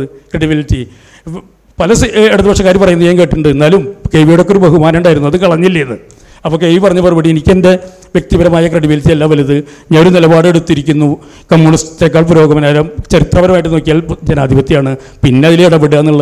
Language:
Malayalam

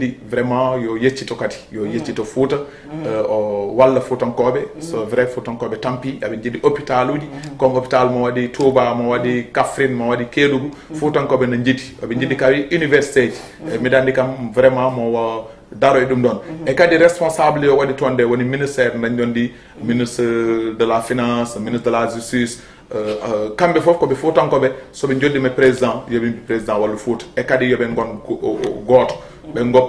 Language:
Fula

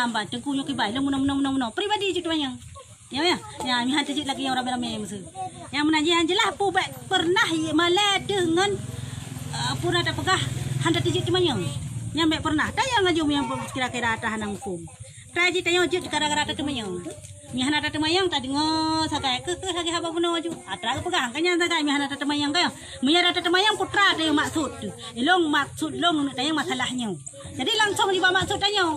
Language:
Achinese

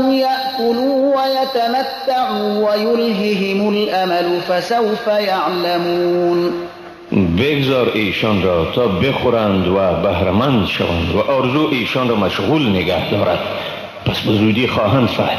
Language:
Persian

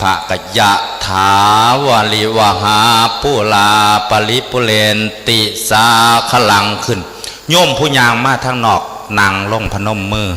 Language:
Northeastern Thai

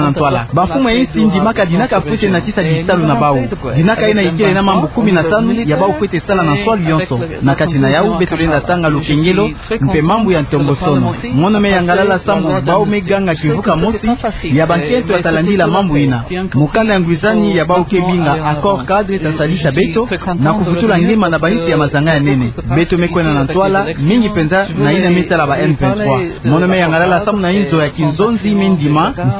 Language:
Kituba (Democratic Republic of Congo)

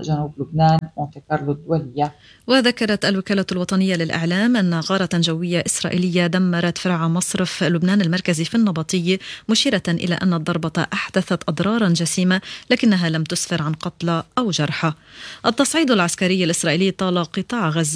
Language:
Arabic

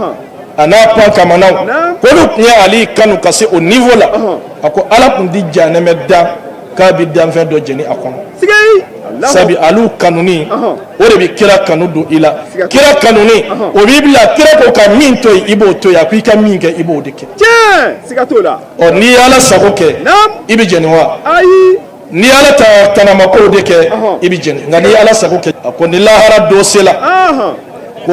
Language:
Bambara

